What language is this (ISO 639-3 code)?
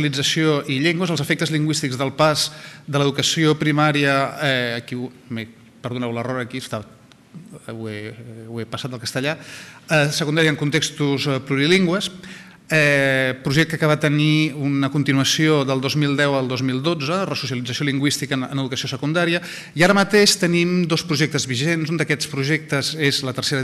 cat